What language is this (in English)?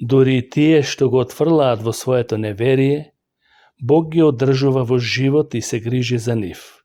Macedonian